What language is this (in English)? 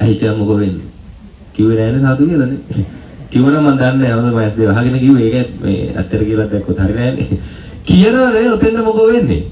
Sinhala